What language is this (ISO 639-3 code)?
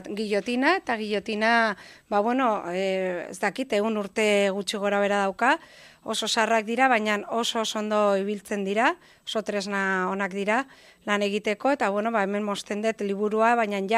eus